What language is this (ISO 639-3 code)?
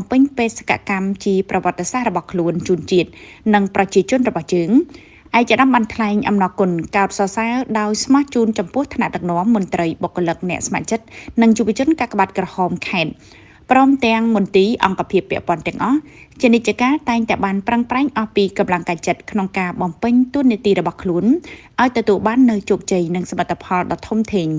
khm